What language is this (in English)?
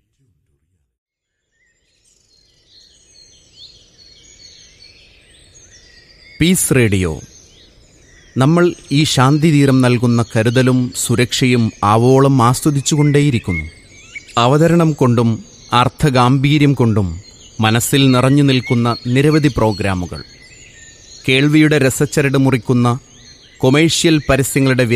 Malayalam